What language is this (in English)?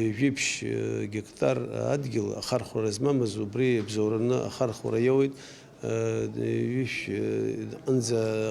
Abkhazian